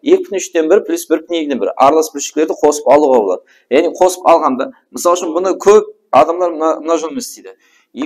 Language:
Kara-Kalpak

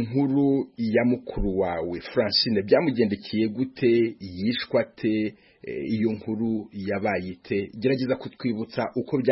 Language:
Kinyarwanda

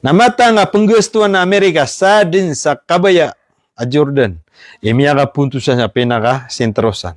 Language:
Maranao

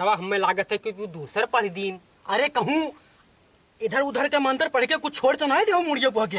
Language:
Awadhi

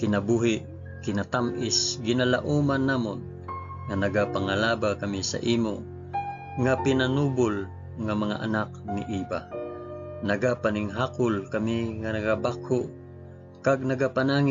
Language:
Hiligaynon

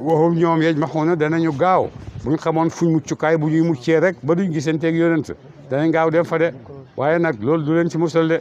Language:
Wolof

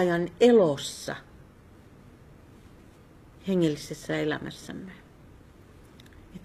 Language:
Finnish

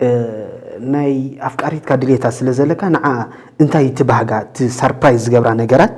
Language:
Tigrinya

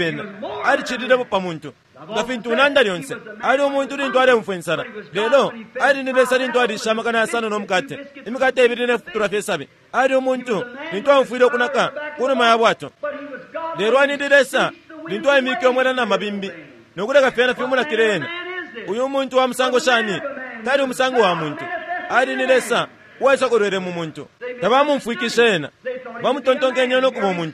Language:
Bemba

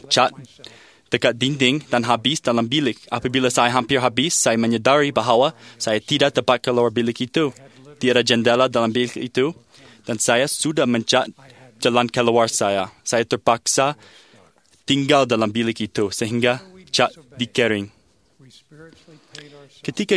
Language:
Malay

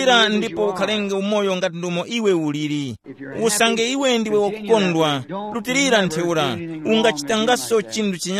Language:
Tumbuka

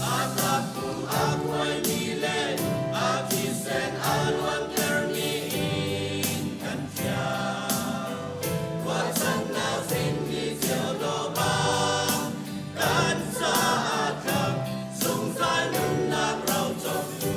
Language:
Hakha Chin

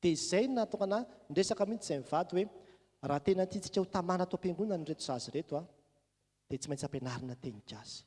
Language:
Malagasy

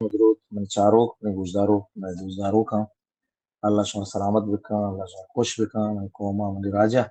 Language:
Baluchi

